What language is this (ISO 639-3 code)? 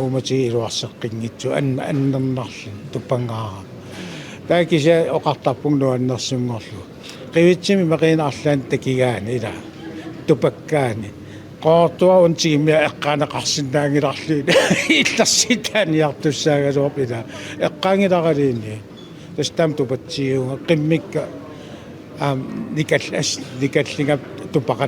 kal